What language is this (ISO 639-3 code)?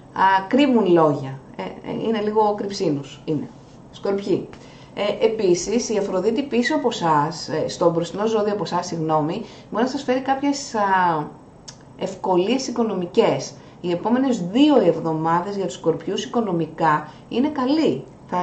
ell